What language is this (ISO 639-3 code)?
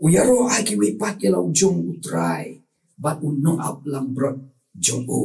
kha